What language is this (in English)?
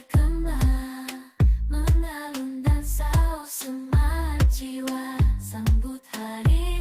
Banjar